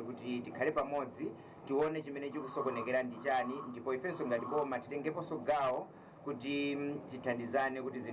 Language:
Nyanja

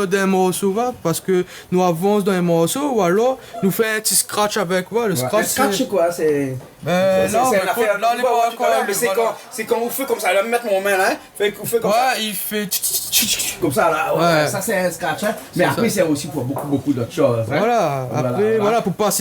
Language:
Réunion Creole French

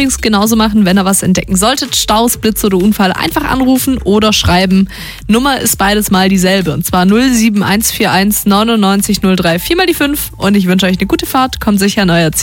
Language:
German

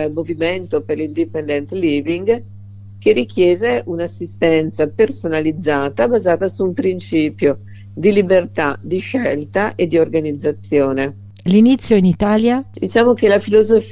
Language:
Italian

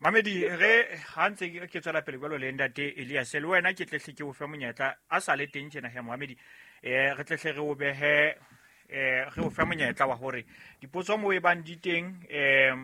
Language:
Southern Sotho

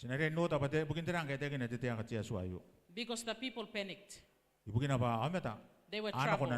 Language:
Gilbertese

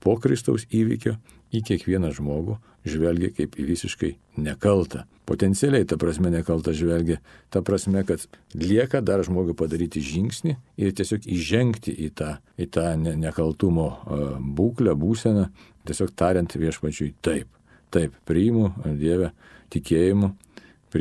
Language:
Lithuanian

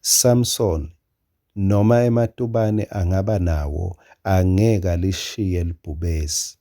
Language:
Swati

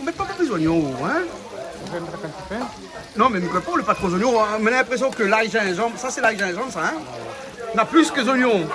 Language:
Réunion Creole French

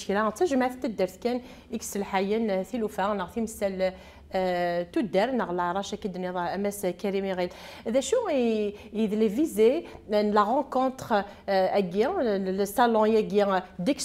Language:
Kabyle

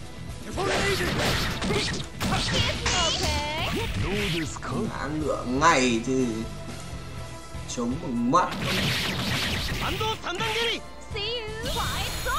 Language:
Vietnamese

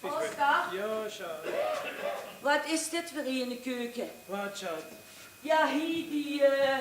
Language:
Limburgish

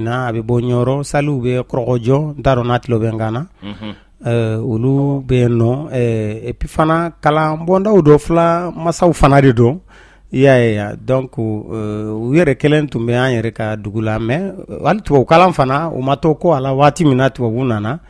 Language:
Bambara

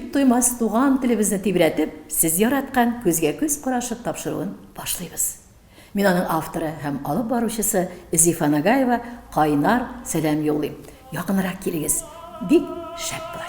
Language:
Tatar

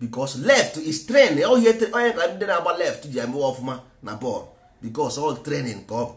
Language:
Igbo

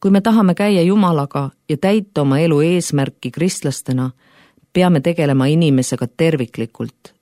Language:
Estonian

